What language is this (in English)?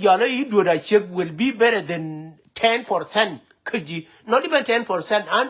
Nuer